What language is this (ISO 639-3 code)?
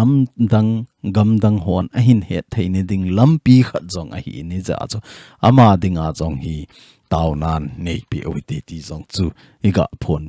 tcz